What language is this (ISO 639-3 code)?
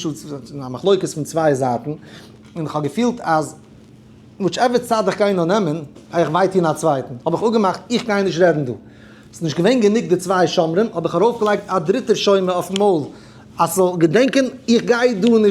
yid